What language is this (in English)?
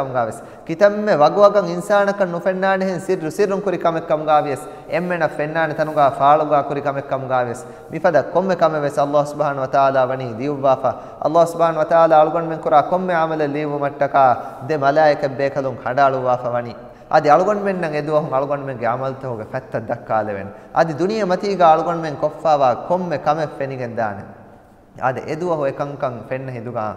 Divehi